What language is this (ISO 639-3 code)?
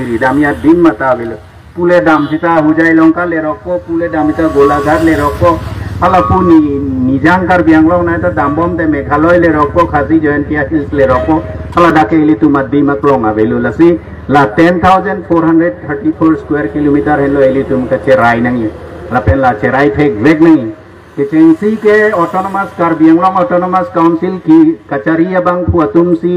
mjw